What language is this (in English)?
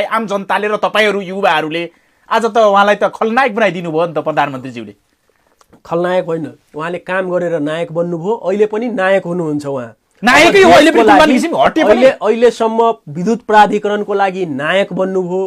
Nepali